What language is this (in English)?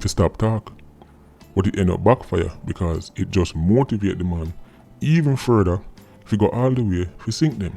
Jamaican Creole English